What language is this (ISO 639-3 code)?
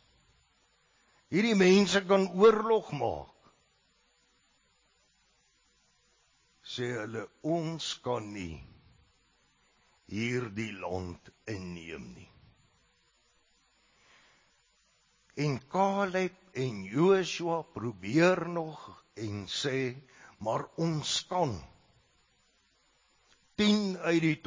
afr